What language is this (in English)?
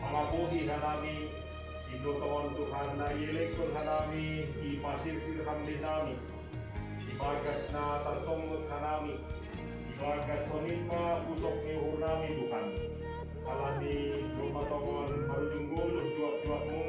Batak Simalungun